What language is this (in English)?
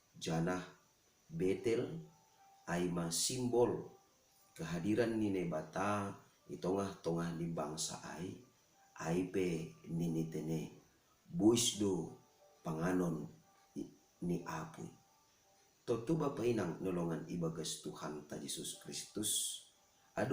Batak Simalungun